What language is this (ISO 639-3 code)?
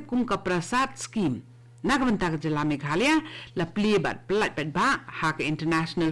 kha